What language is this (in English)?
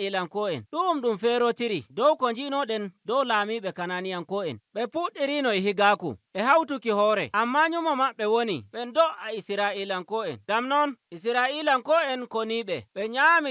Nigerian Fulfulde